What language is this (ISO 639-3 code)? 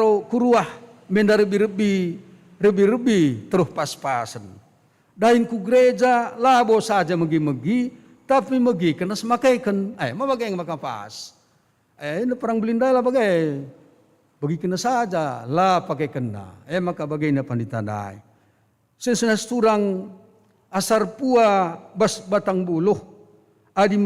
btx